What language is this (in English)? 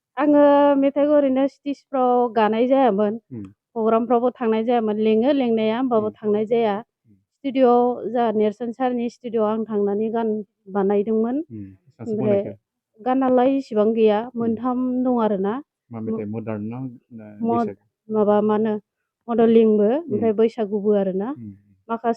Bodo